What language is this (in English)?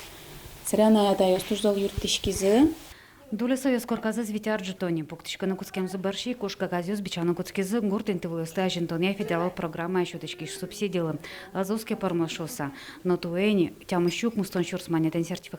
Udmurt